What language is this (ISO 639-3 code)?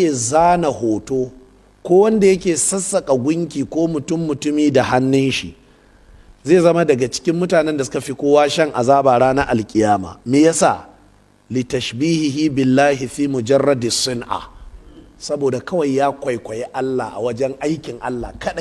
hau